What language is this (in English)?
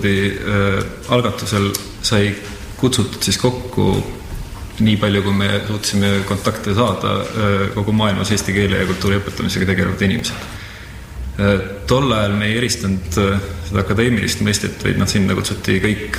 Estonian